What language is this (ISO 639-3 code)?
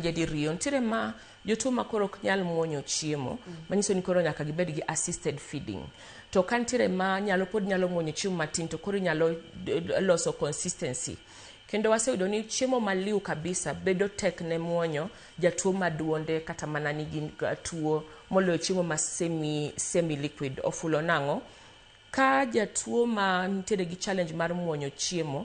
luo